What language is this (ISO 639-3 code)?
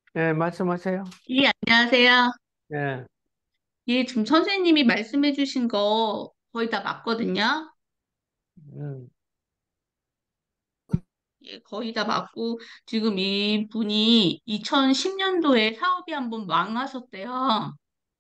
kor